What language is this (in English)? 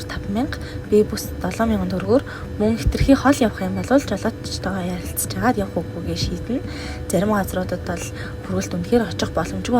Mongolian